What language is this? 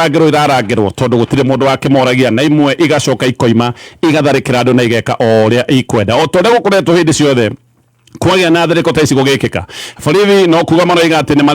Kikuyu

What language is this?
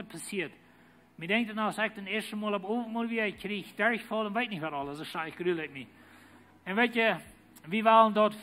Plautdietsch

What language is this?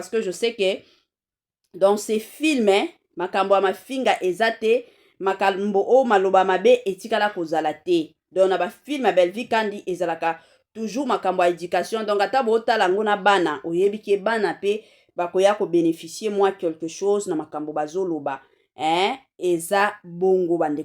Lingala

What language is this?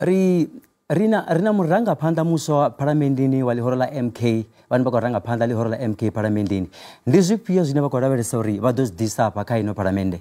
Venda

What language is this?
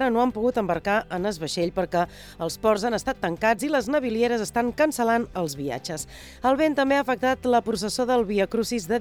Catalan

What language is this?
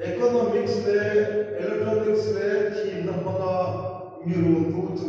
Hmar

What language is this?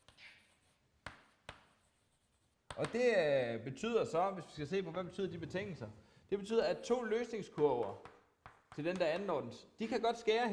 Danish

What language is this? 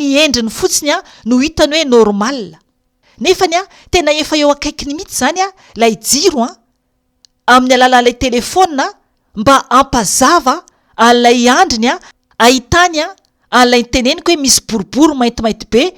Malagasy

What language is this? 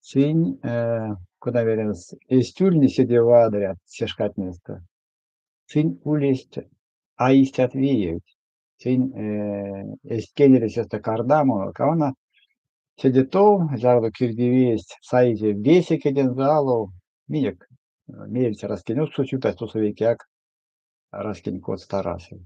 Erzya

